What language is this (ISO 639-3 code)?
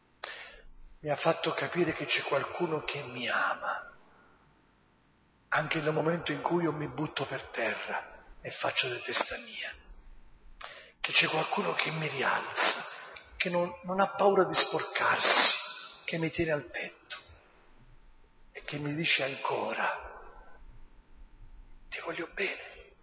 ita